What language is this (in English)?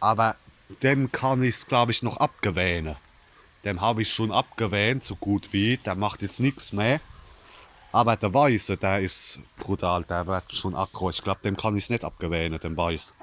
Palatine German